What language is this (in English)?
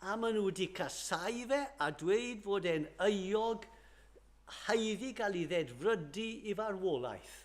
Welsh